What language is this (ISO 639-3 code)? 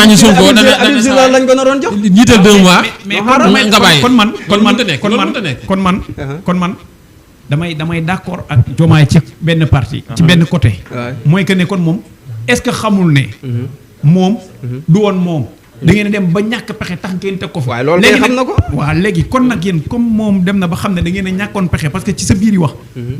wol